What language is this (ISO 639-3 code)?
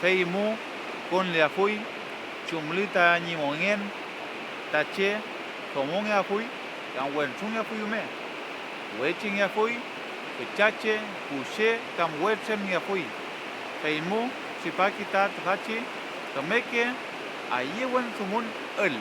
arn